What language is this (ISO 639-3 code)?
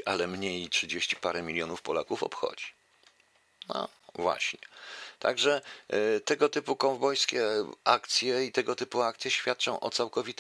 pol